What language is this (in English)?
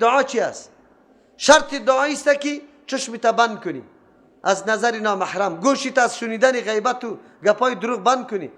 Persian